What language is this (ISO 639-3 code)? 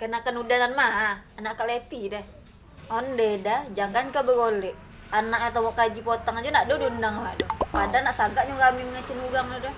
min